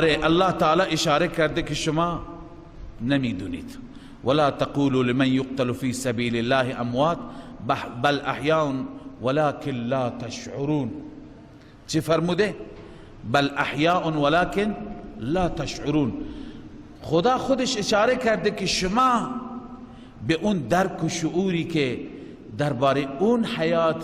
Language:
Persian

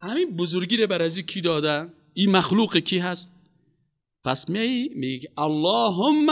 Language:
Persian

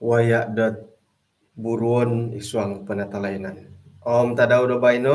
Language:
Central Dusun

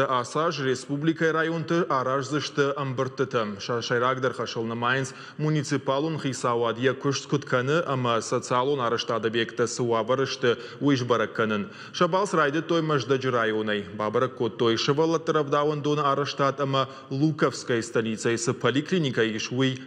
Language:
Ossetic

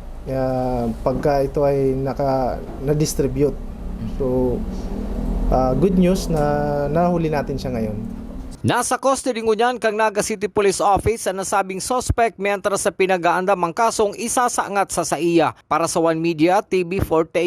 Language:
Bikol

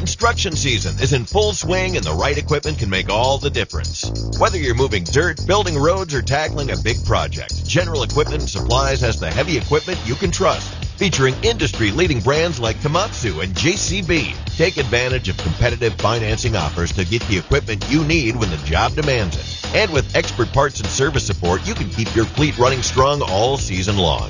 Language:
English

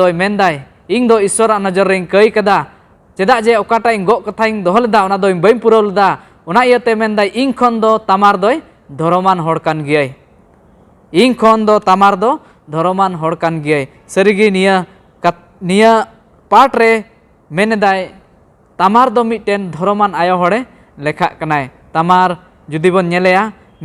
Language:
Santali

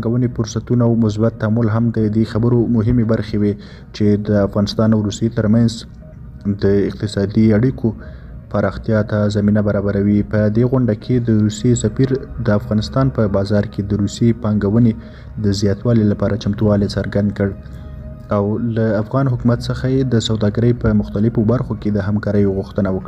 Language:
Pashto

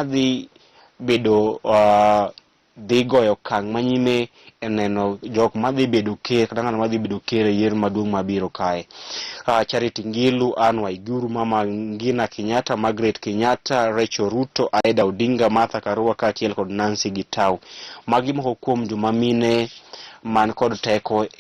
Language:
Luo (Kenya and Tanzania)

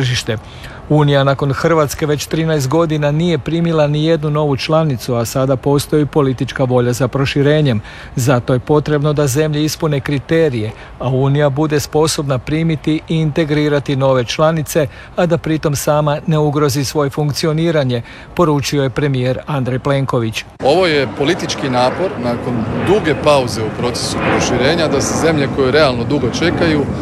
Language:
Croatian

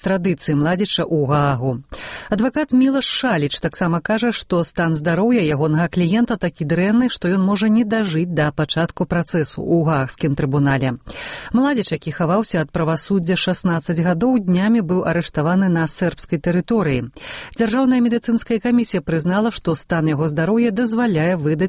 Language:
Belarusian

